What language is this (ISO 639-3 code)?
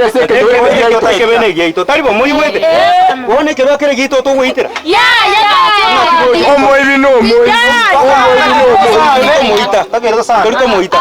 guz